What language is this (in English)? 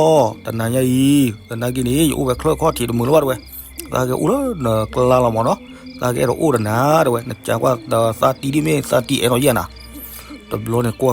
S'gaw Karen